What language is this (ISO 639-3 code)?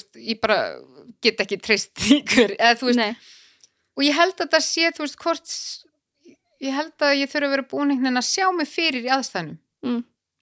isl